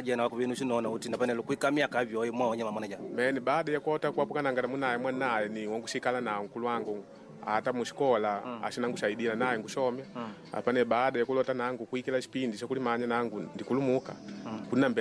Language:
Makonde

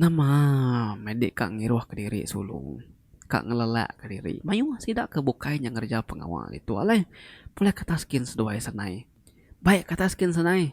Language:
Iban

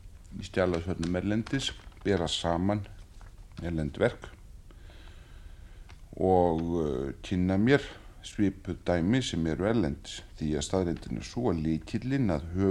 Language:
Icelandic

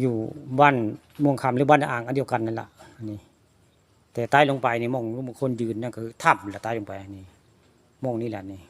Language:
Northeastern Thai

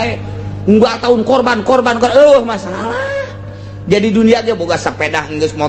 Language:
Sundanese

